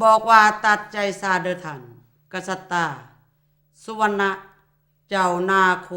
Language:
Lao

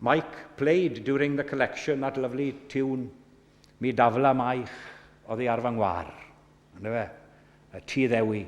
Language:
Welsh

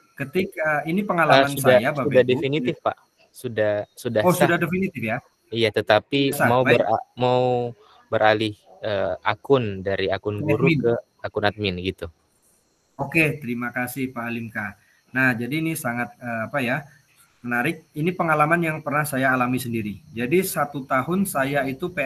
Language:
Indonesian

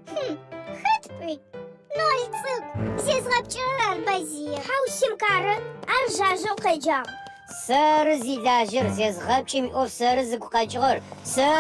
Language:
Adyghe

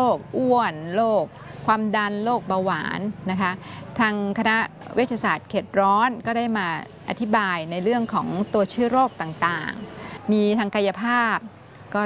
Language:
Thai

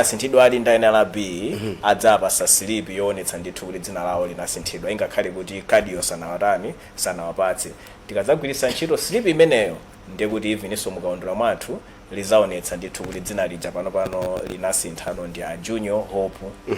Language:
Nyanja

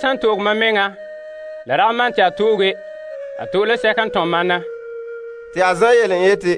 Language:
Frafra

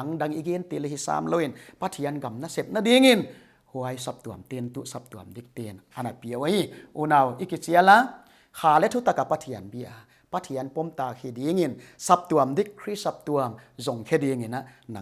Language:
Paite Chin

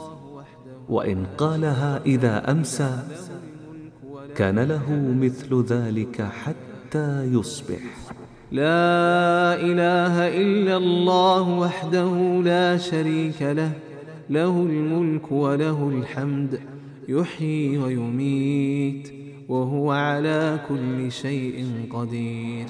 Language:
Arabic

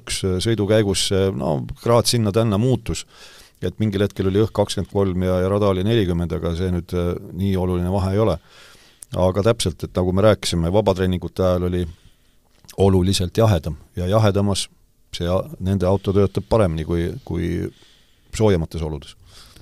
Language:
Estonian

